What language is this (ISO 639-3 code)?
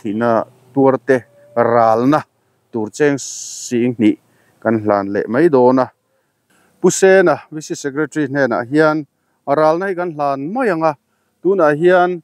lus